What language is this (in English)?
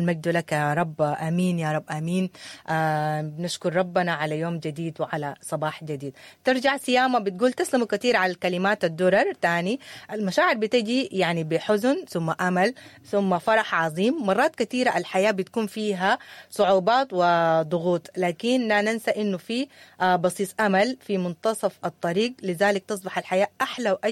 Sudanese Arabic